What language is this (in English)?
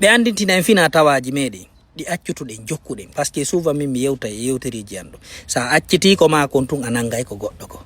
Fula